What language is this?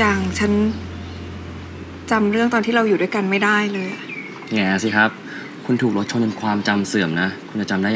Thai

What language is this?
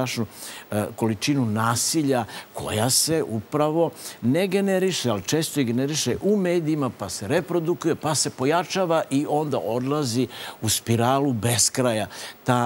Serbian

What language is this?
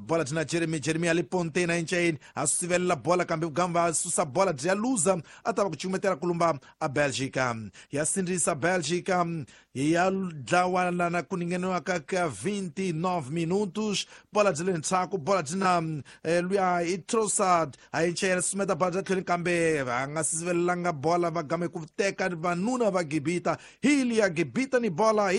Tsonga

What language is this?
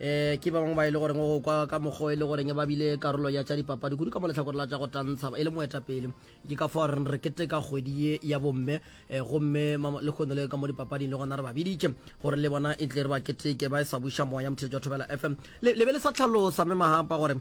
Northern Sotho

